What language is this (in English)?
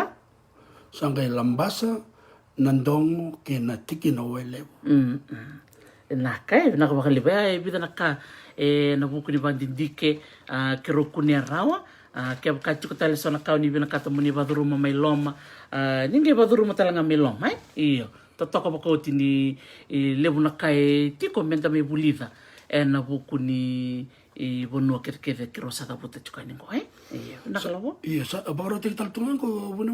Fijian